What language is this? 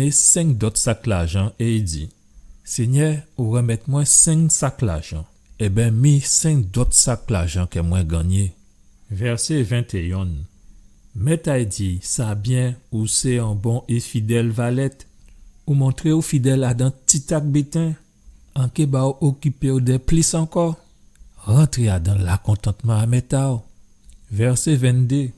Guadeloupean Creole French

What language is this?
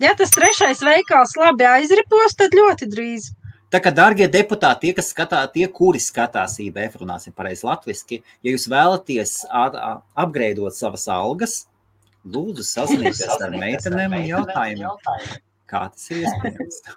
Latvian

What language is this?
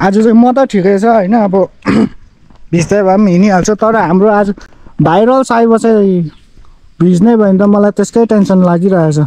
Nepali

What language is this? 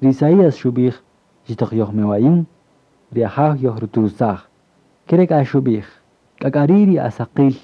Kaqchikel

